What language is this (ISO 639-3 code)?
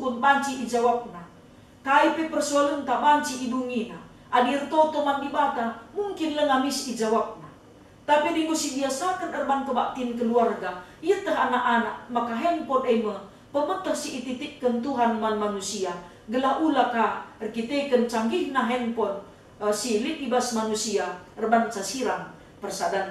btx